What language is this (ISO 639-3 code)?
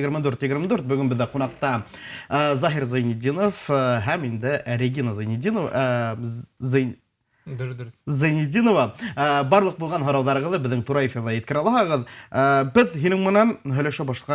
bak